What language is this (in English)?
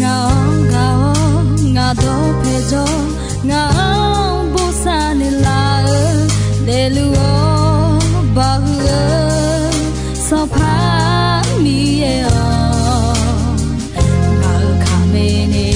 Akha